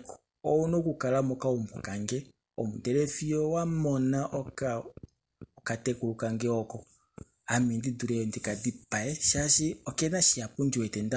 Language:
Kuanyama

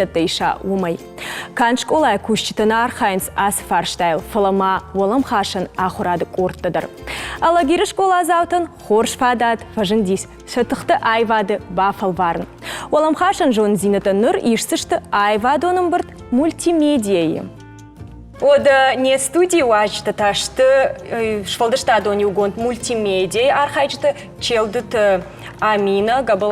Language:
Ossetic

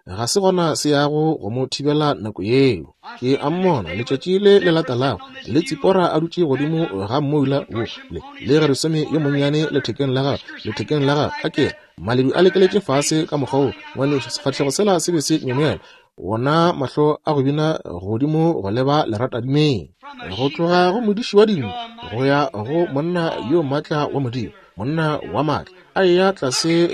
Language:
Northern Sotho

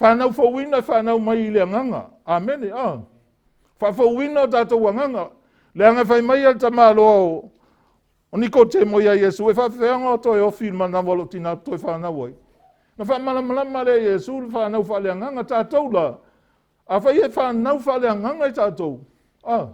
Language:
Samoan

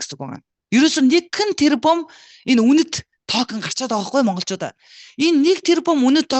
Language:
Mongolian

